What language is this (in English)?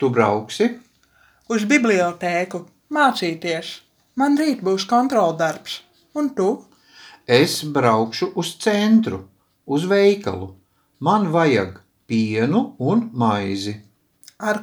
Latvian